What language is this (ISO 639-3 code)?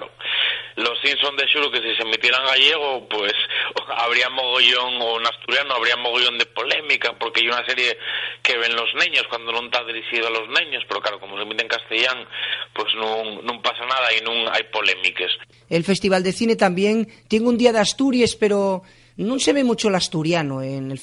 ast